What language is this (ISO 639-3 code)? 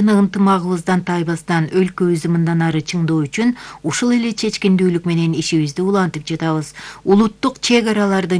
kir